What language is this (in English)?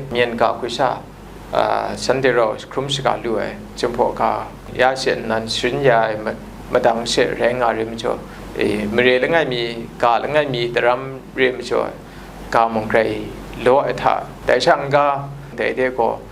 Kachin